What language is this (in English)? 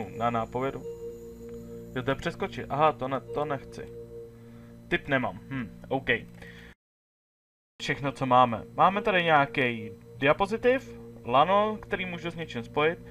Czech